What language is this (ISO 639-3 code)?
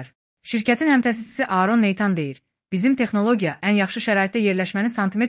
aze